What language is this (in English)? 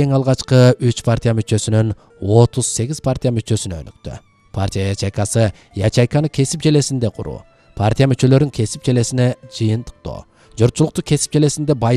Kyrgyz